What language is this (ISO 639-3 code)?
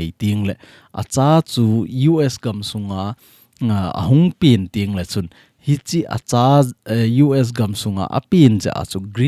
tcz